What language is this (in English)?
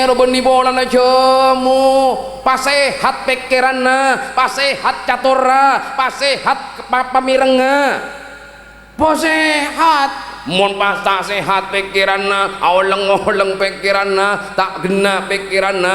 Madurese